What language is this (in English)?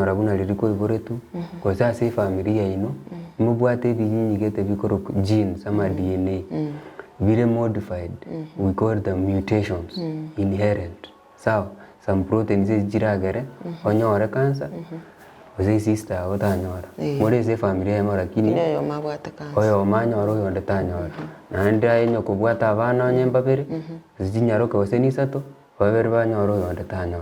Gusii